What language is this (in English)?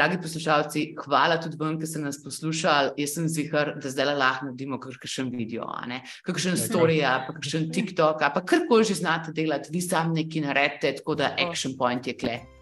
Slovenian